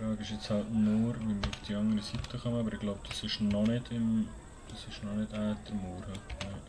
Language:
Swiss German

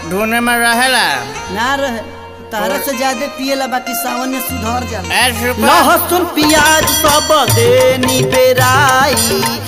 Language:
Bhojpuri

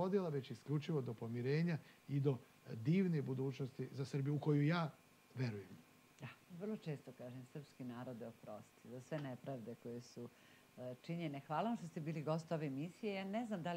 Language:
Serbian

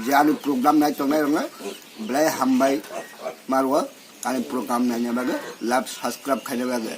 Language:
Kok Borok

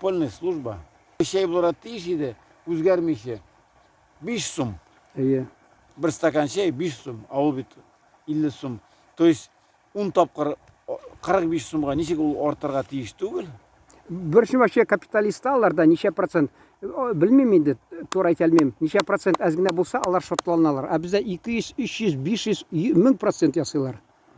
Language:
Tatar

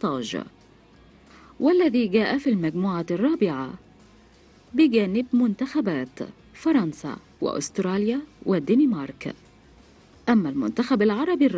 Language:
Egyptian Arabic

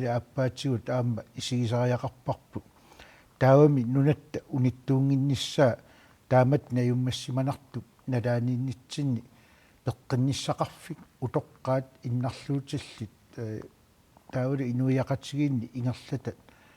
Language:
Kalaallisut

